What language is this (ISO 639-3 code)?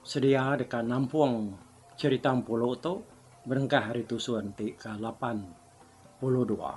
iba